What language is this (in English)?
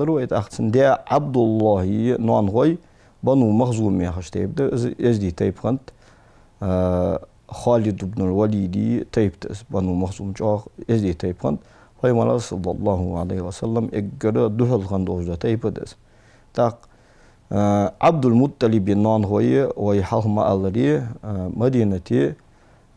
Ingush